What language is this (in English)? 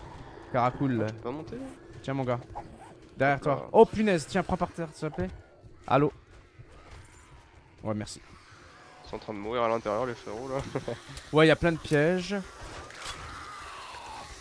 French